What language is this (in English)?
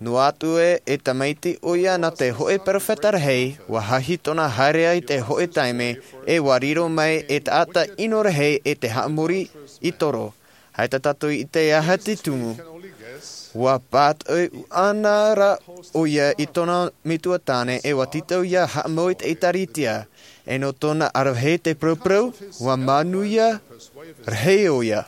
Tahitian